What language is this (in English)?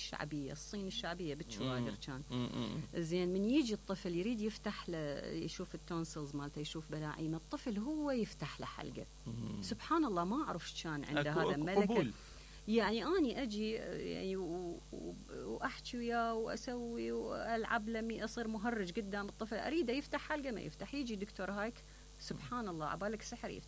Mesopotamian Arabic